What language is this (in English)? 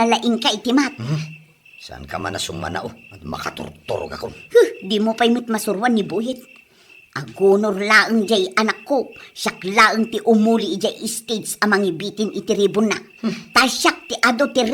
Iloko